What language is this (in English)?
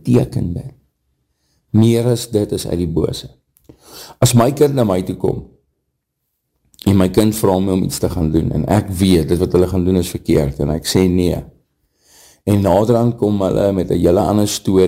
Afrikaans